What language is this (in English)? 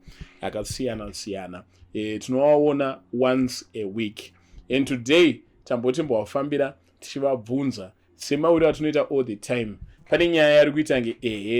Shona